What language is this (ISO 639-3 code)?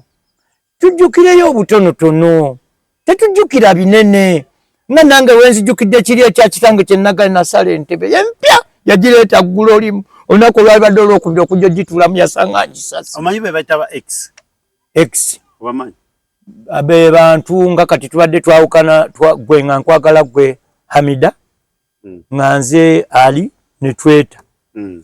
lug